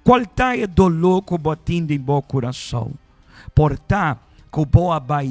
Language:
Papiamento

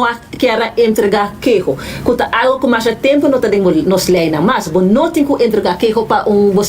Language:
Papiamento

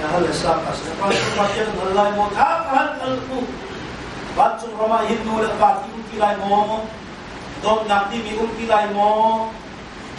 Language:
Hakha Chin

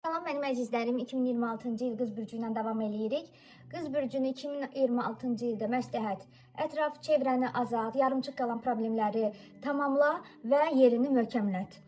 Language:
Azerbaijani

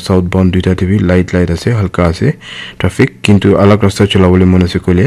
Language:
Naga Pidgin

